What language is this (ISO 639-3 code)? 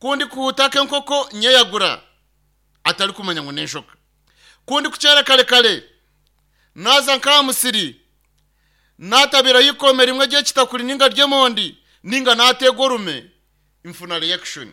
nyn